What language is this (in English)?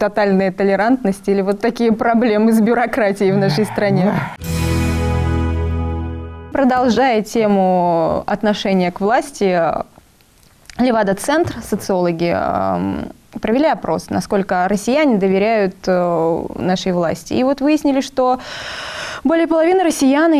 Russian